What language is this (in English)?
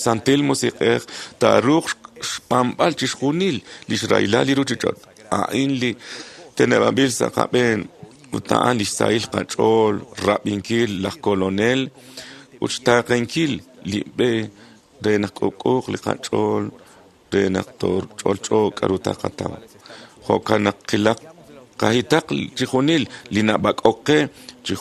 Kekchí